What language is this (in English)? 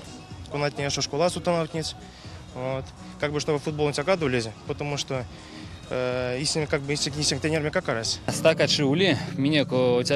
Erzya